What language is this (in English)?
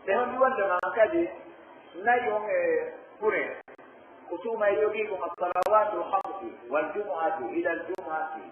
Pular